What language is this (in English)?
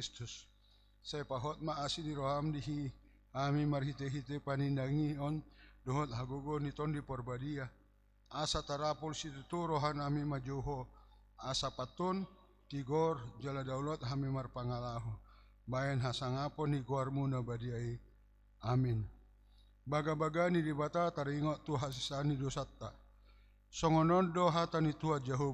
Batak Toba